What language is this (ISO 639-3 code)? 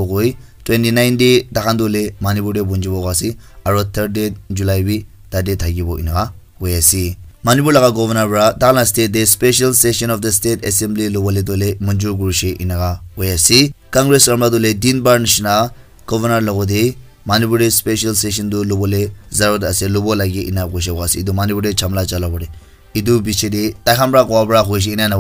nag